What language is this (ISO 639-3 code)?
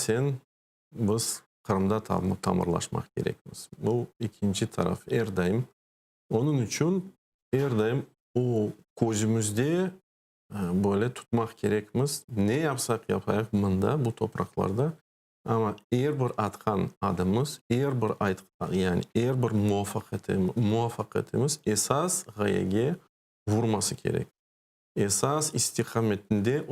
crh